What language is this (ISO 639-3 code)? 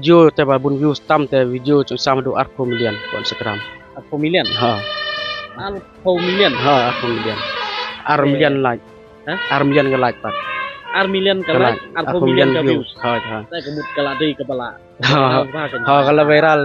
kha